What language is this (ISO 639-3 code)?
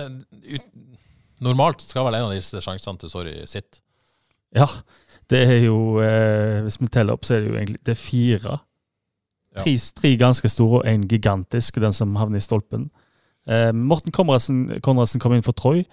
nor